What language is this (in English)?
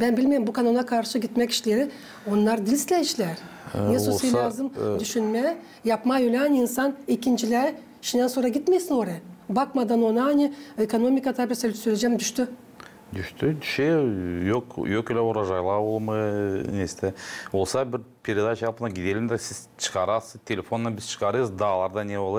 Gagauz